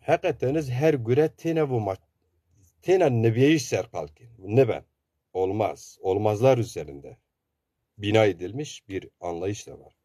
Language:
Zaza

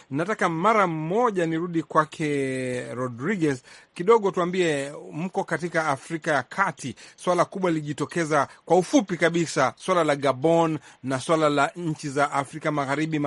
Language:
Swahili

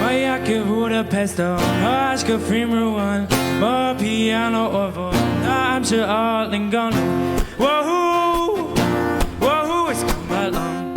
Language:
Irish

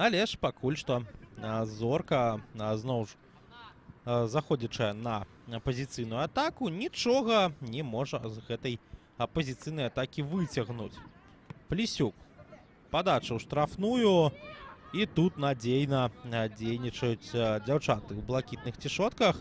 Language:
Belarusian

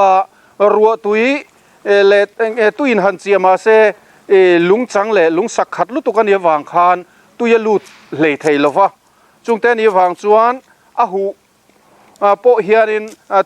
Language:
Mizo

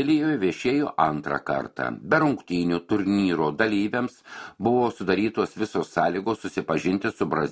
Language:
Lithuanian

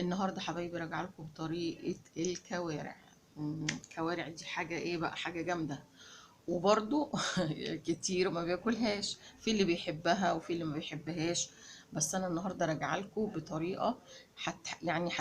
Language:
Egyptian Arabic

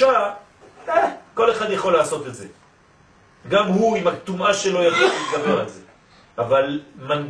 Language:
Hebrew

